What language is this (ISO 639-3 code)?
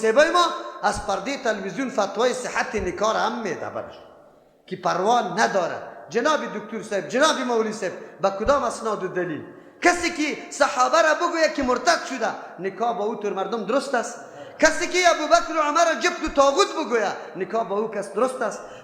fas